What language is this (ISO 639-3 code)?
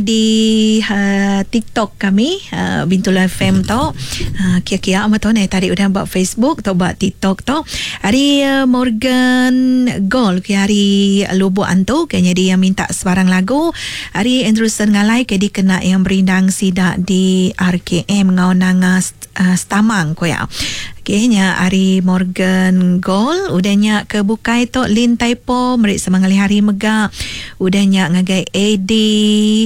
iba